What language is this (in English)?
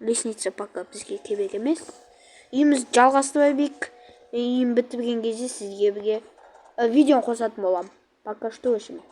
Kazakh